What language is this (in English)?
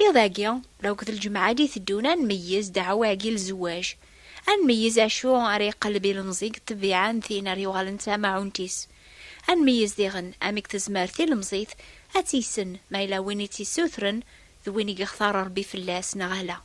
Kabyle